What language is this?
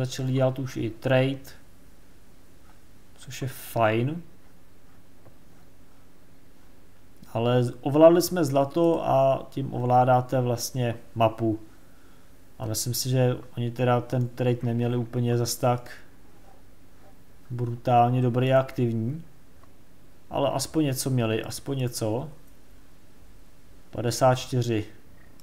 Czech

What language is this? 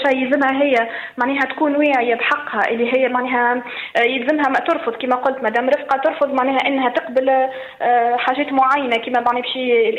Tunisian Arabic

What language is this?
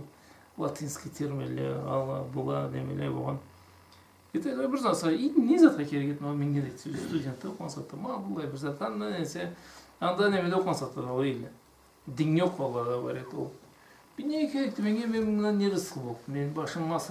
Karachay-Balkar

